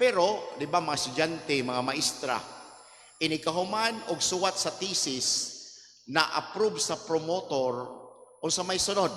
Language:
Cebuano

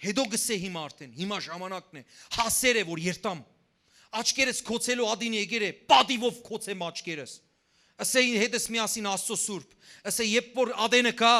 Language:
Western Armenian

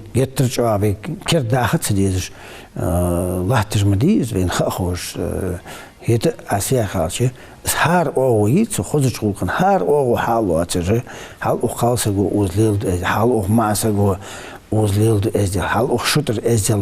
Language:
Ingush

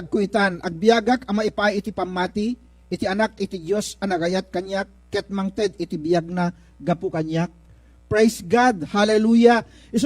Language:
Iloko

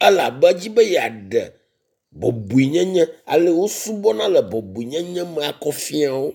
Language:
Ewe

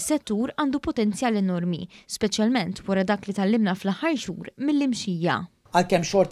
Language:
Maltese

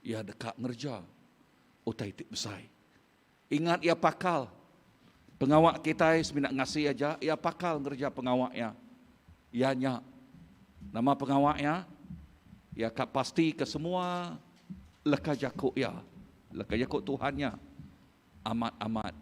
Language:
Iban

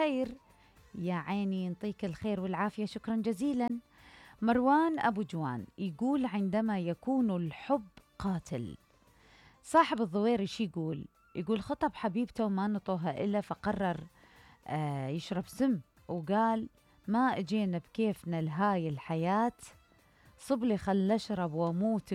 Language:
Mesopotamian Arabic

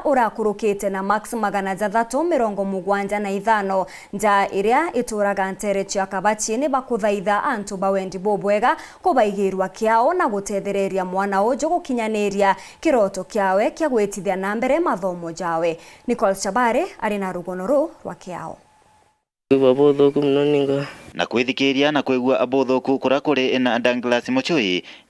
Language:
Meru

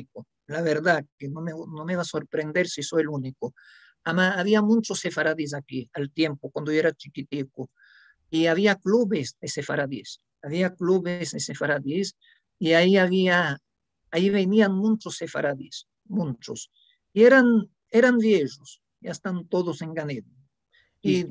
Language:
Ladino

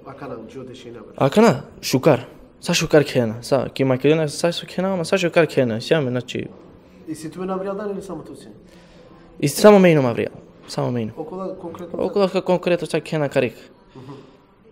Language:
Macedonian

